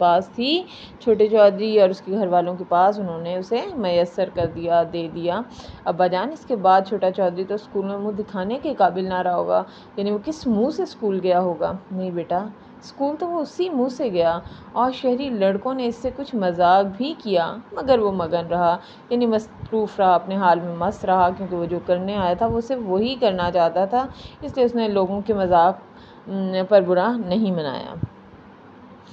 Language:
Urdu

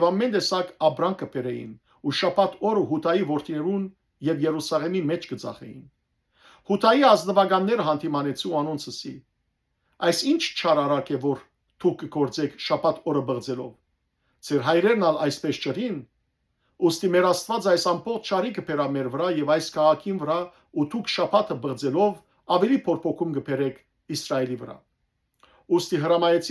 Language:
Western Armenian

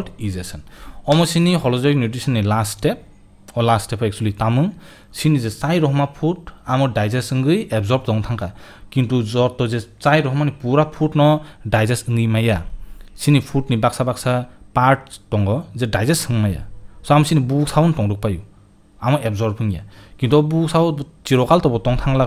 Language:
Kok Borok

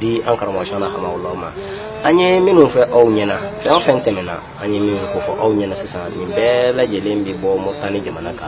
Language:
Bambara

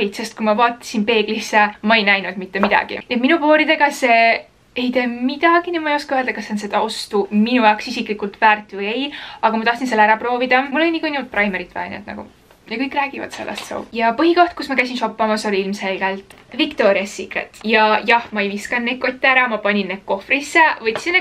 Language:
Estonian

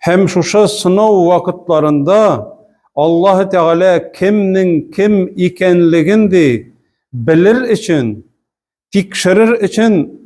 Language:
Tatar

